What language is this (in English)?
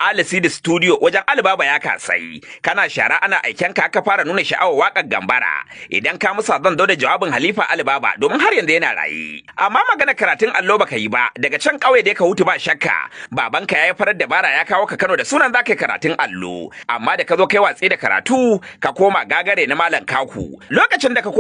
Hausa